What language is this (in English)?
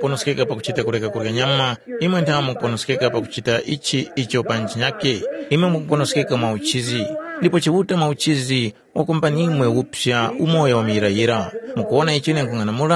Tumbuka